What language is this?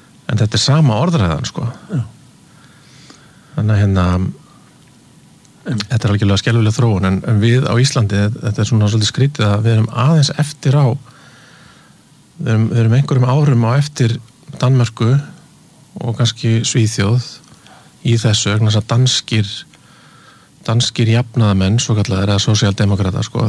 Icelandic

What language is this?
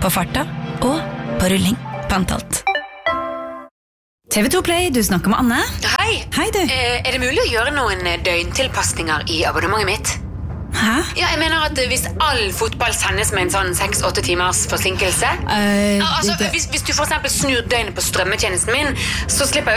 Norwegian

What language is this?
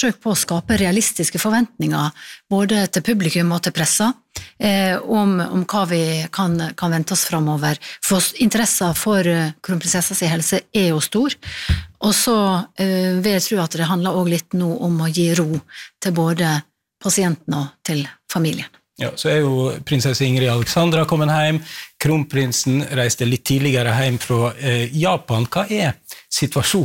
Norwegian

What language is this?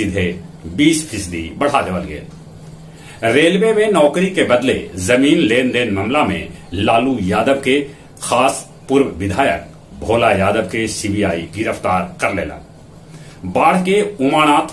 Magahi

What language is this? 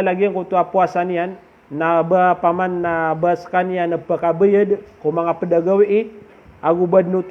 Maranao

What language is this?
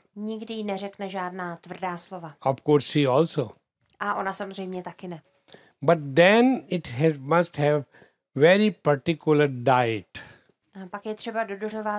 Czech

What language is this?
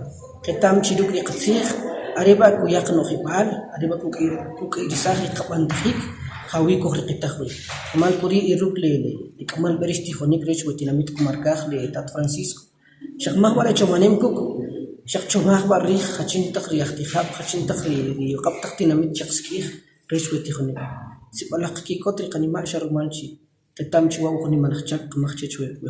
Kʼicheʼ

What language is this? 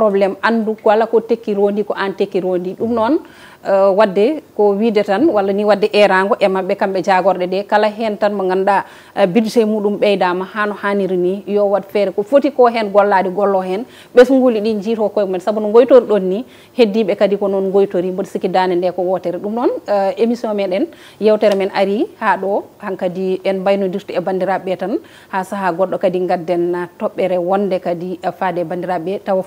Fula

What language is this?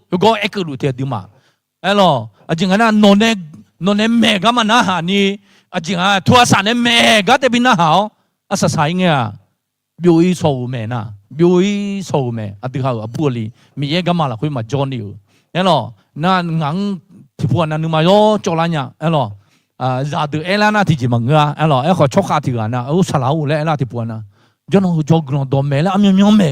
Akha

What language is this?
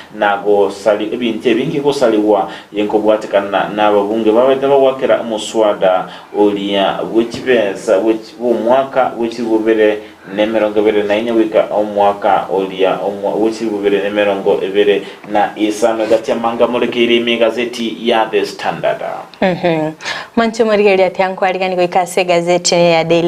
Gusii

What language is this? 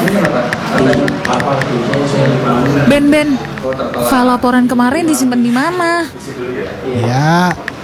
Indonesian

